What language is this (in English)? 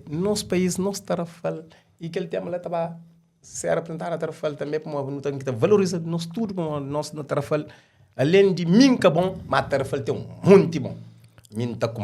Kabuverdianu